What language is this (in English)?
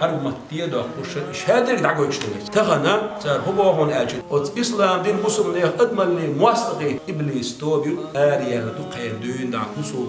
Chechen